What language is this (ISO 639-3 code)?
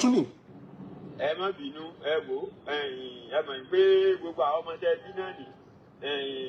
yor